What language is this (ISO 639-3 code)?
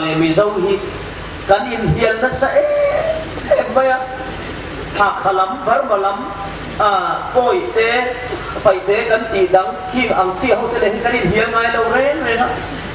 hmr